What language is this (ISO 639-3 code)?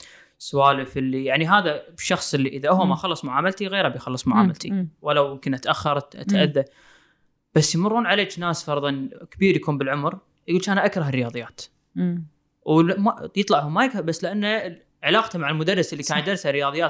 afb